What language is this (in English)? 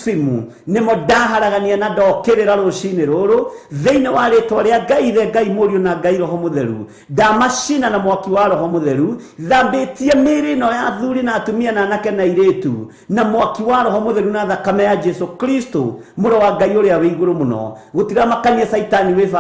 Kikuyu